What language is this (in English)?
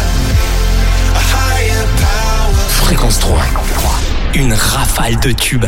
French